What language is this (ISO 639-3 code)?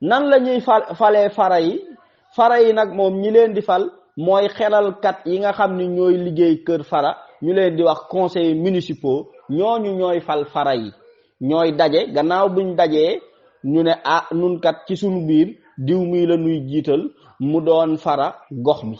wol